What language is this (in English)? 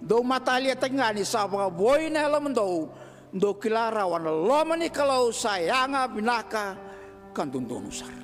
Fijian